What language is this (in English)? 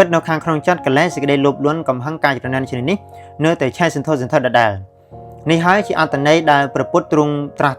Khmer